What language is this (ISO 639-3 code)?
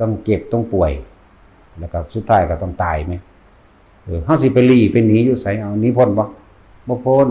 tts